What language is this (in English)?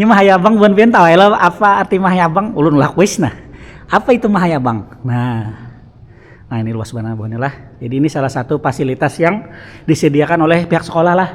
Banjar